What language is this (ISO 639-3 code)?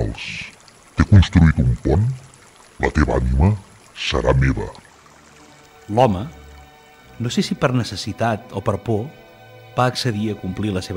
cat